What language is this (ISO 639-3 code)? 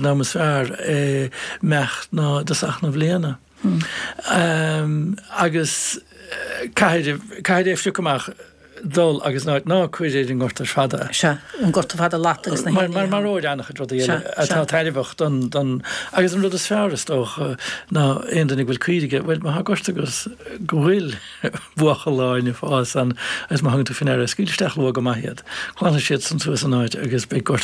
gle